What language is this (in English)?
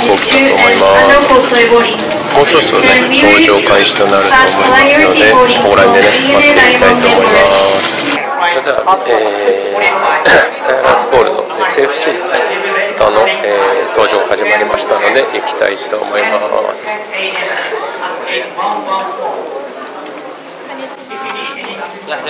Japanese